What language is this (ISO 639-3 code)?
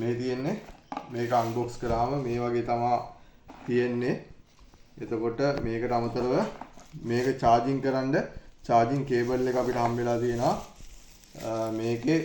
sin